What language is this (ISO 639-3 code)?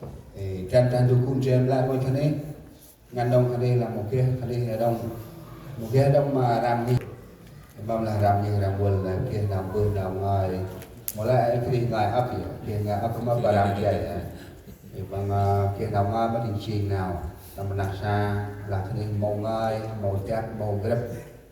cmo